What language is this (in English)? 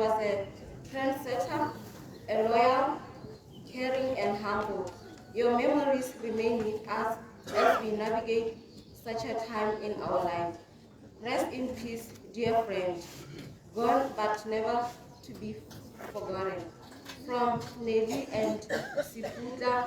Tswana